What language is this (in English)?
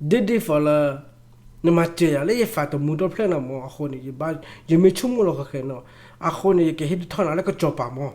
S'gaw Karen